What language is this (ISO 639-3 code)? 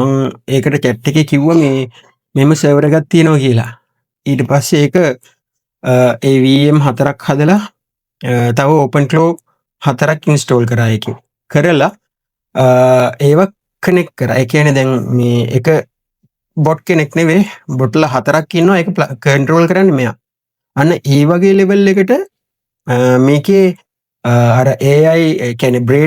sin